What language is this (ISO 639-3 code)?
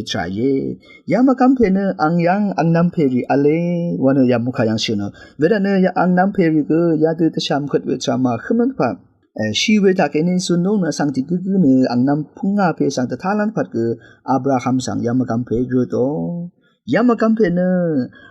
raw